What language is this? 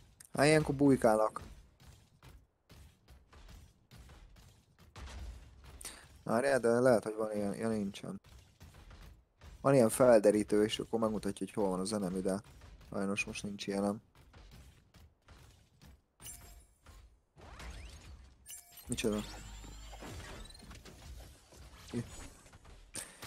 Hungarian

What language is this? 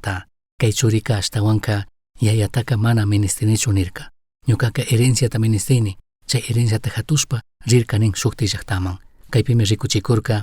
Chimborazo Highland Quichua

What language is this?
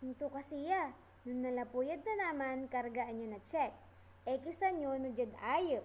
Pangasinan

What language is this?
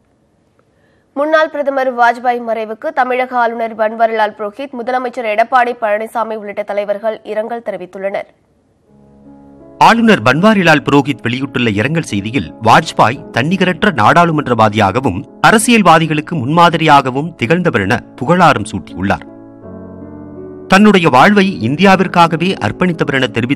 Tamil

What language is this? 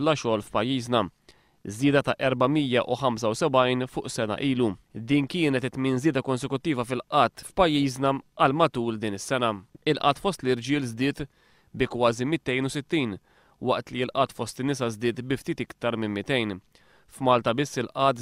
Maltese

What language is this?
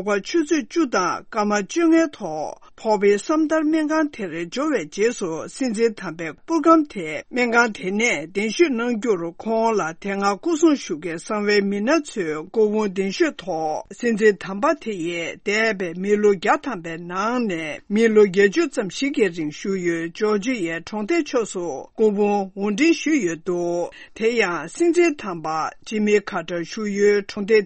Tibetan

